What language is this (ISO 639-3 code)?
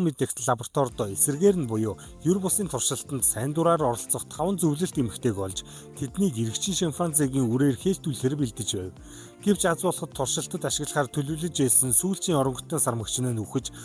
mon